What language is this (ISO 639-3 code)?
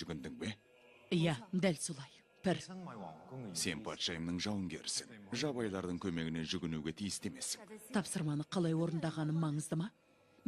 kaz